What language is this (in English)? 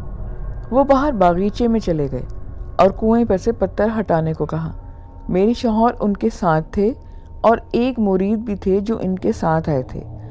Urdu